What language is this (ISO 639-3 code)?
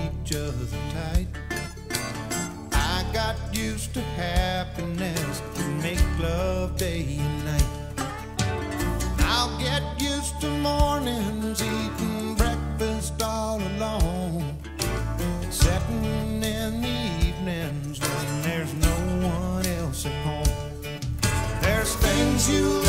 eng